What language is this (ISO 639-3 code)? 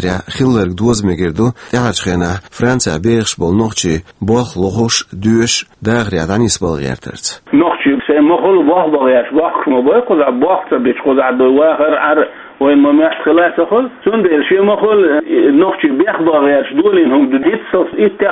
che